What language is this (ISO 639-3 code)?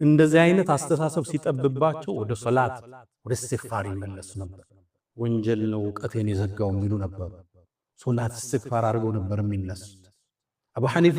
amh